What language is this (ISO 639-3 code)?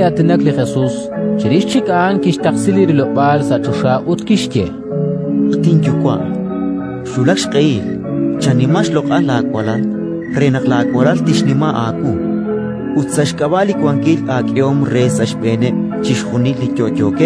kek